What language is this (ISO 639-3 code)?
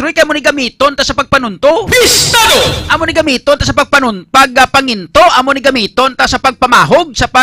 hil